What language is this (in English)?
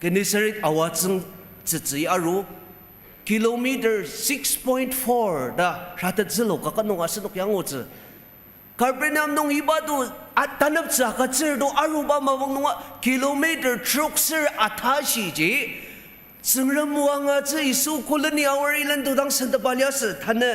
Ao Naga